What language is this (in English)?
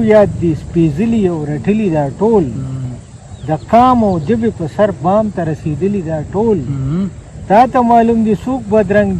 Pashto